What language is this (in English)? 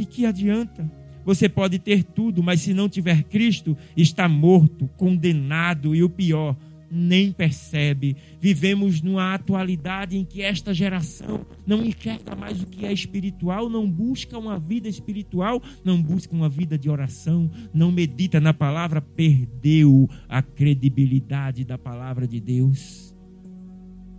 Portuguese